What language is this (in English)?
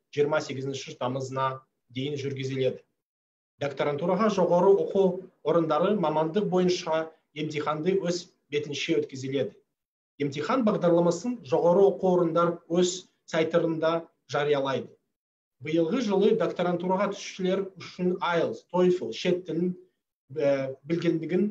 Kazakh